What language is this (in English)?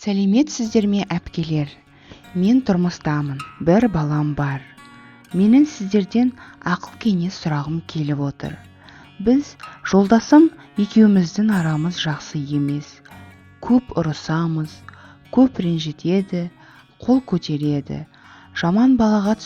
Kazakh